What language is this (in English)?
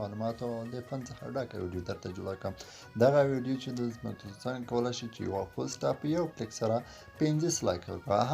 Pashto